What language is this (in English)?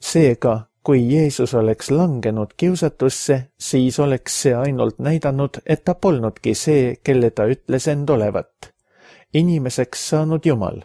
Estonian